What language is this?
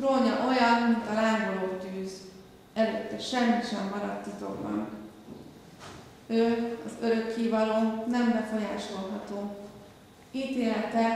Hungarian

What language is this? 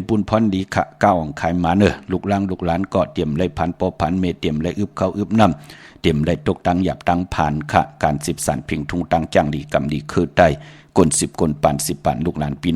Shan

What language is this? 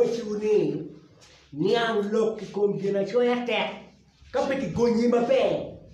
Acoli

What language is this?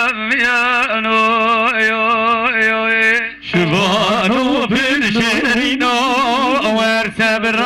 Kurdish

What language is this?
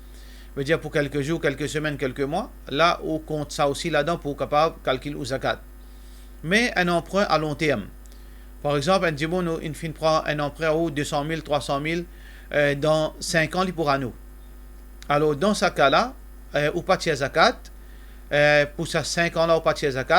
Morisyen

